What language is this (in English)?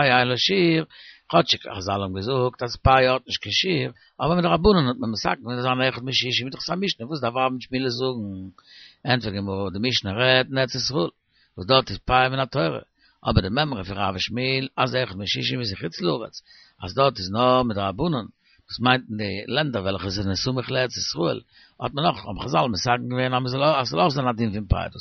Yiddish